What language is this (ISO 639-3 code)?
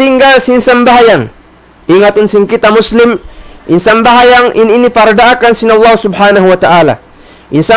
tsg